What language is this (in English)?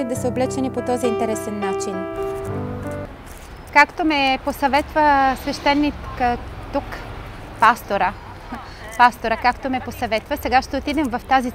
Bulgarian